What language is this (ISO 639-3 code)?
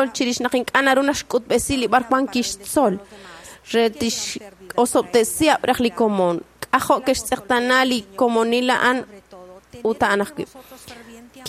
kek